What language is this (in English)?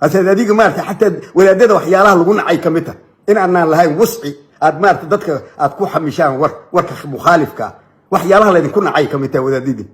Somali